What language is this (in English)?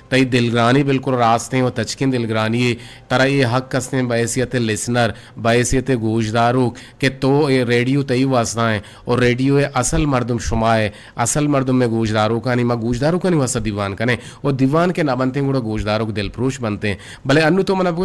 Eastern Balochi